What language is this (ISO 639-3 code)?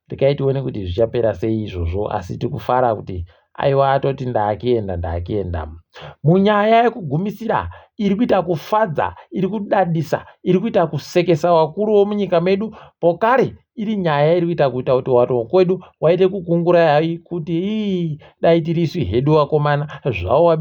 ndc